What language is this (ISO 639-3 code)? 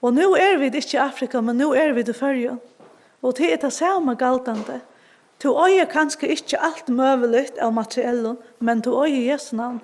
fao